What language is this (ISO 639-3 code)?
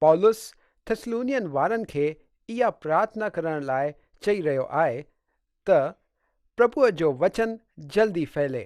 snd